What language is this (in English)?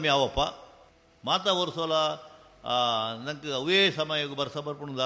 Tulu